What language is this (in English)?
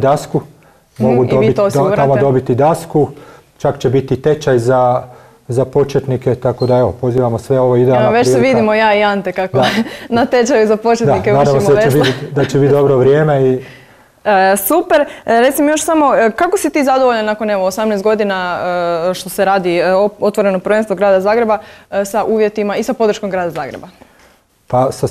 Croatian